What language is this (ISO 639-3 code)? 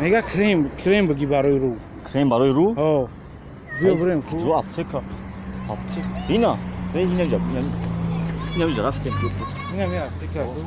tgk